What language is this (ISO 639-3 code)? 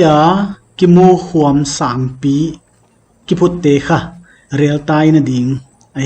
pck